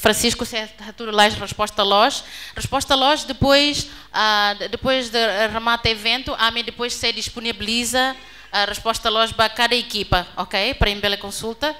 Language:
Tetum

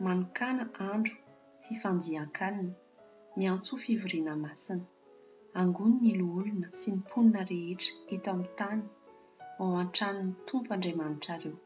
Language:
Malagasy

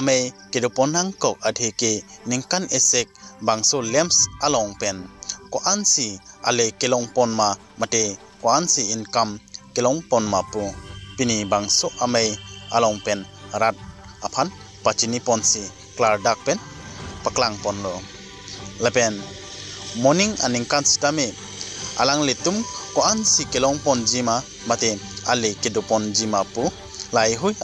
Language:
Karbi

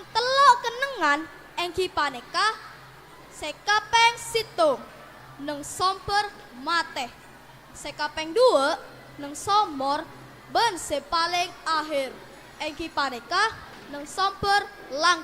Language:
Madurese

